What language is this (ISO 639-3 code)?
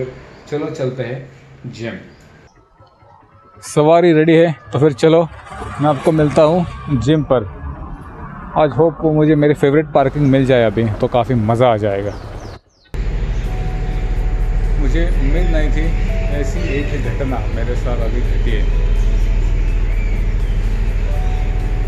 hin